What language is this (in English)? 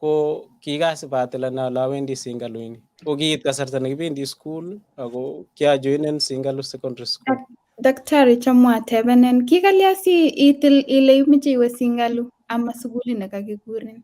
Kalenjin